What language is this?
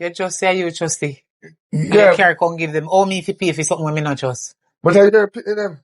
Jamaican Creole English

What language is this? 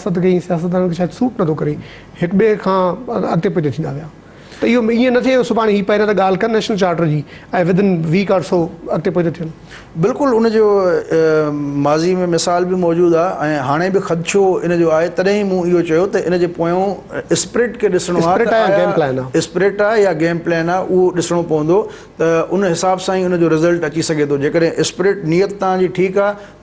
Sindhi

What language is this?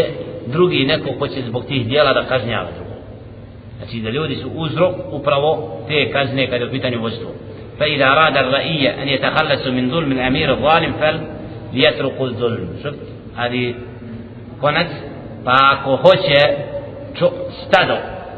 Bosnian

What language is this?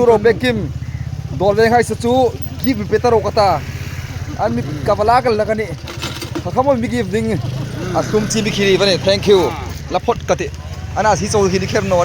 Hmar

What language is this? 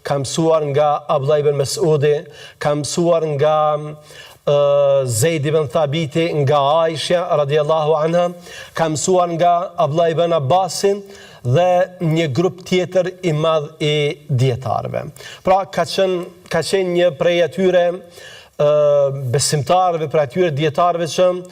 Albanian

